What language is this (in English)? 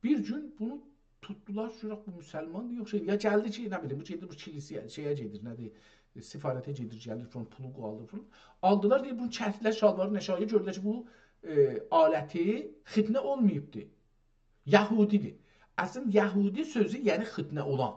South Azerbaijani